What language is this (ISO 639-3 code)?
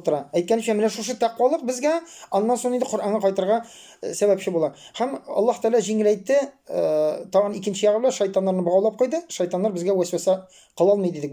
tat